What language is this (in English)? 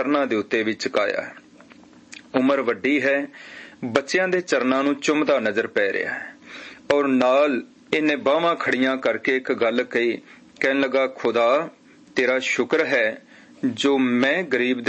Punjabi